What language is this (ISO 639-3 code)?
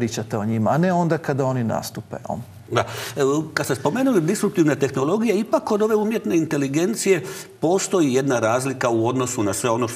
hrv